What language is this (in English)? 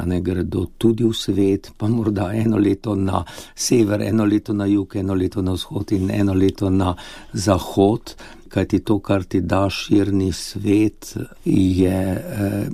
Slovenian